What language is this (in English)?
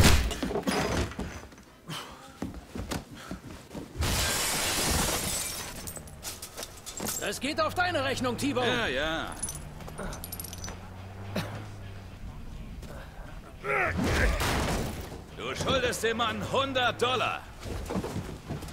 German